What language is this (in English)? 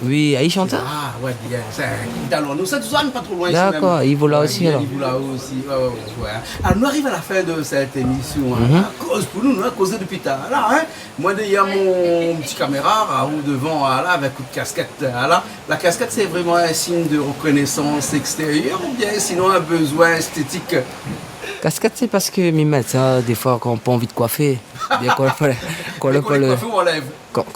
Réunion Creole French